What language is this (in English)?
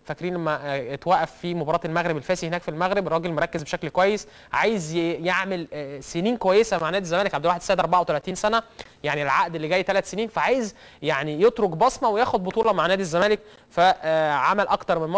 Egyptian Arabic